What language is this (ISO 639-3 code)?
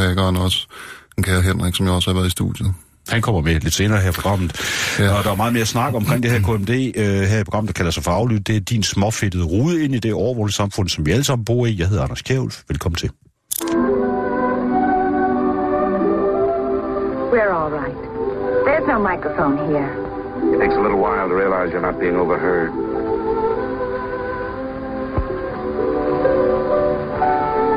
dan